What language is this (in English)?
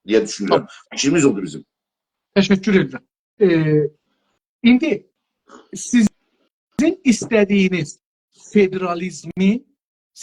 South Azerbaijani